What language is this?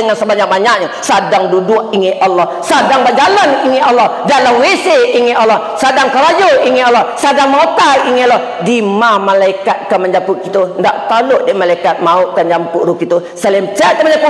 Minangkabau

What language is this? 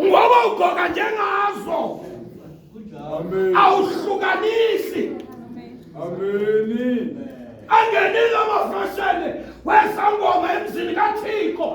Zulu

